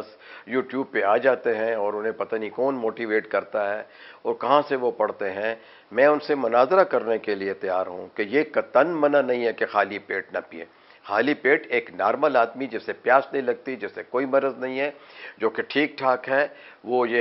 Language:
Urdu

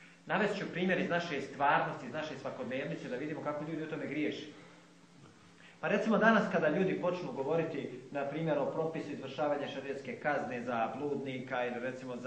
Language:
Bosnian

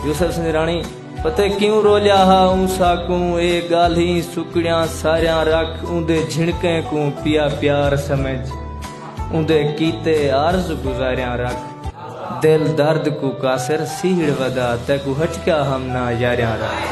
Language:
Saraiki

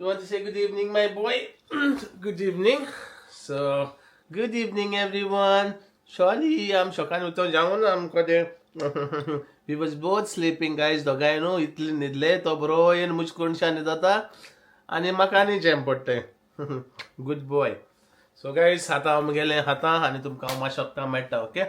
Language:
Konkani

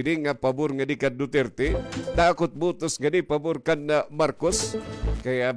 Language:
Waray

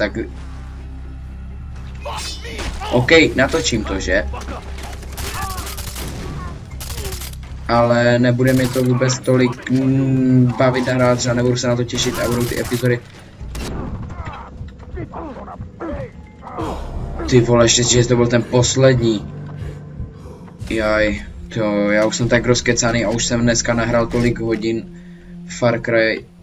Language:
Czech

